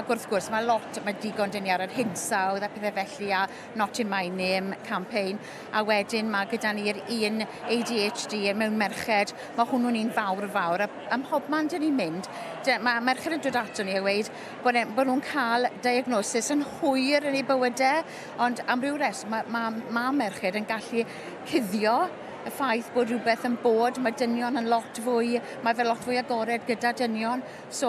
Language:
Welsh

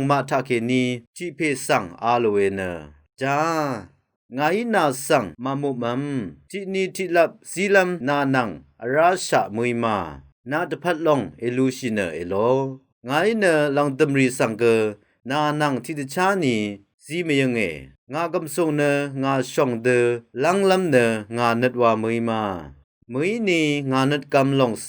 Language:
Rawang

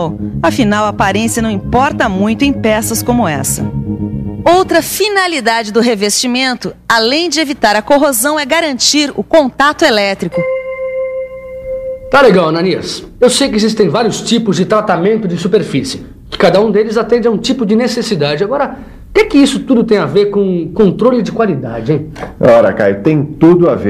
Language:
Portuguese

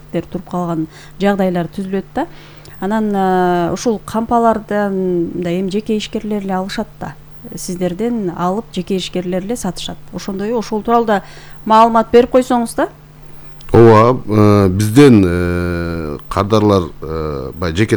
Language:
Kyrgyz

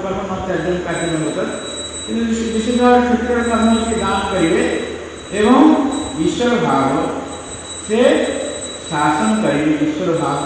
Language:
Odia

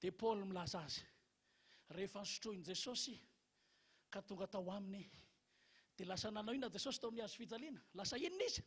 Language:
Malagasy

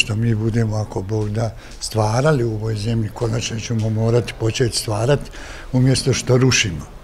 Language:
Bosnian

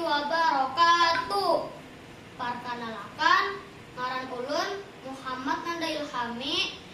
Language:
Banjar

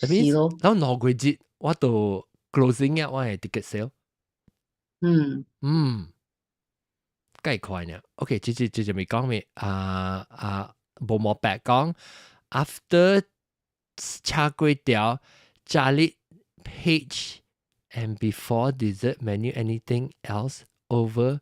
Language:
Min Nan Chinese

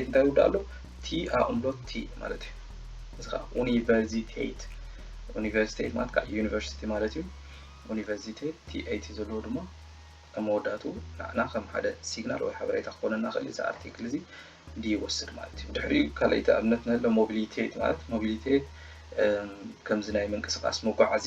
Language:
Tigrinya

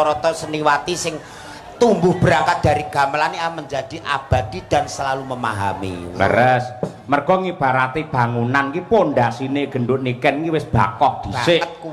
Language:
Javanese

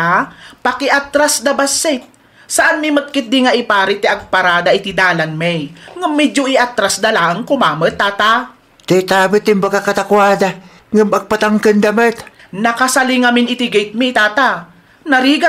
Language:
Iloko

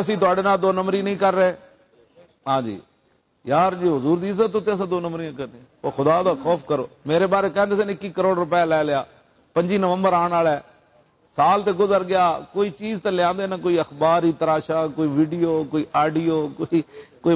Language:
Western Panjabi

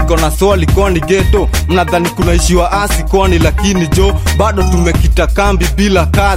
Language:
Swahili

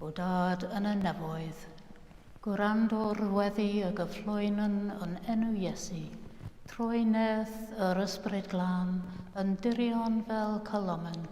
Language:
Welsh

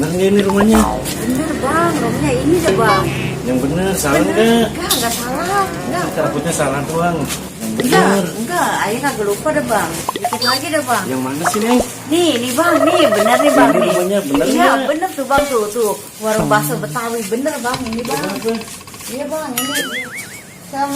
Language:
Betawi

